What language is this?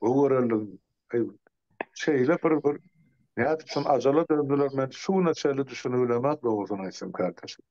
Turkmen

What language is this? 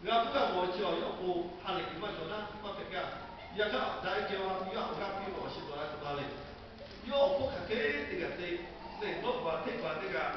Lahu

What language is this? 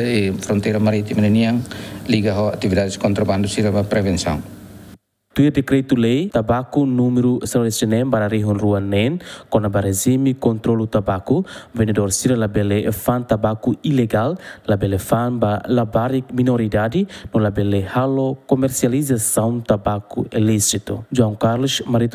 Tetum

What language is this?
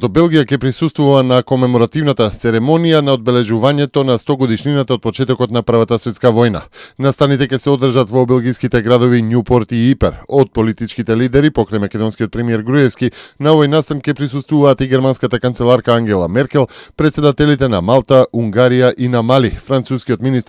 Macedonian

